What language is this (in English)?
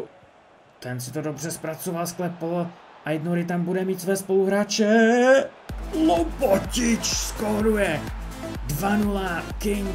Czech